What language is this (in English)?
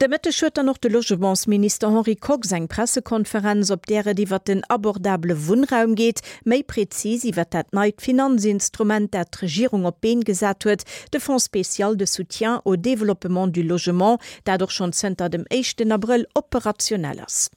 Luxembourgish